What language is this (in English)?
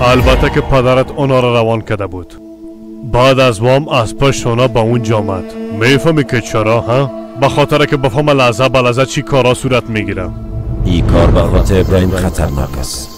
Persian